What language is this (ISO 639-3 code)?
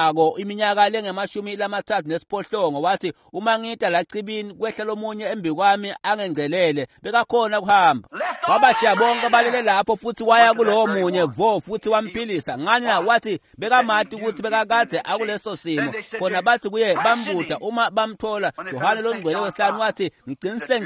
ssw